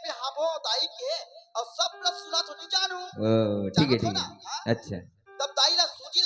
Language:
Chhattisgarhi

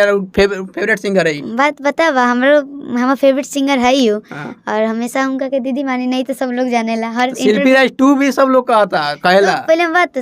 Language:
Bhojpuri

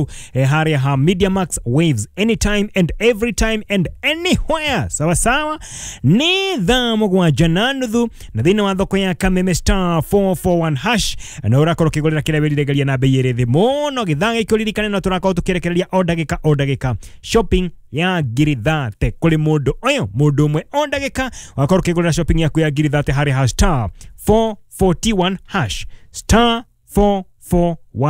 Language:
Kikuyu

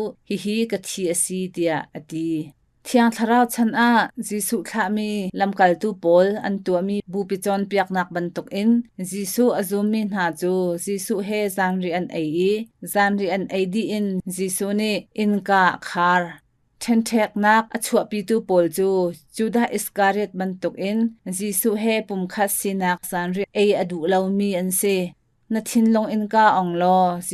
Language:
Hakha Chin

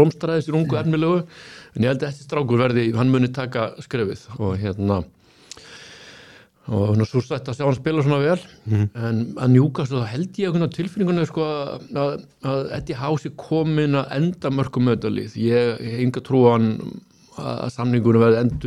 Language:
Icelandic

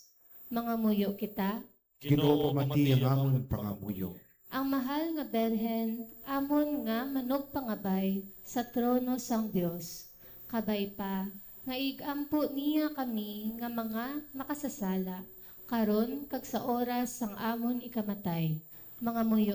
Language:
Hiligaynon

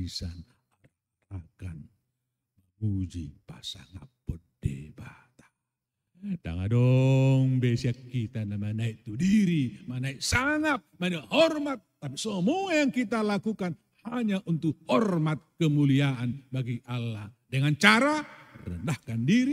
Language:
Batak Toba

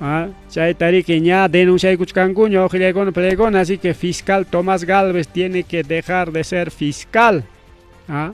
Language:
Ayacucho Quechua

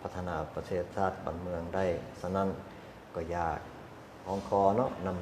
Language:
Lao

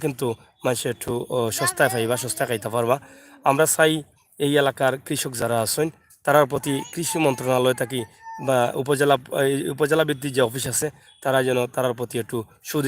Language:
Sylheti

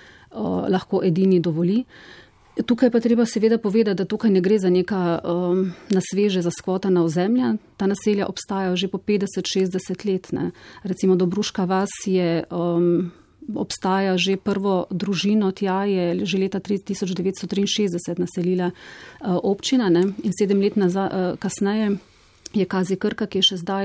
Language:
Slovenian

